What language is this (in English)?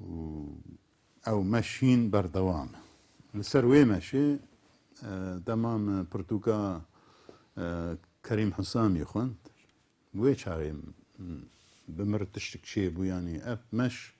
Kurdish